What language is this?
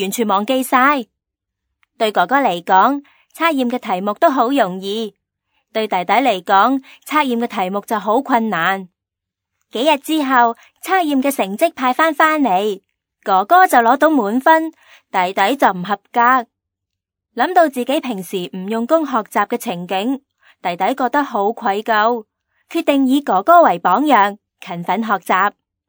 Cantonese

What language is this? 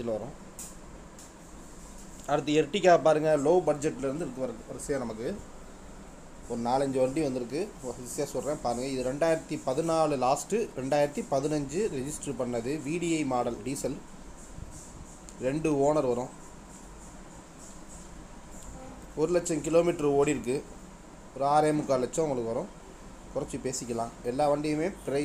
Tamil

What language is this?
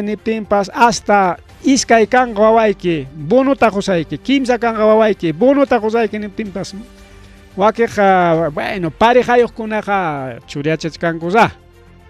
Ayacucho Quechua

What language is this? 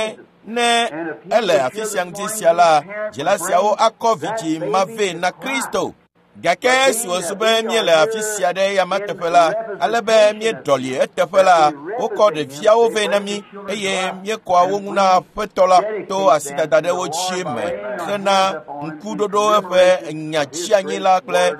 Ewe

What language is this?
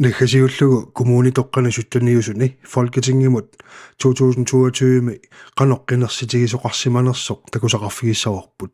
Kalaallisut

